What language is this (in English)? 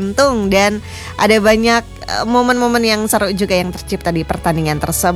Indonesian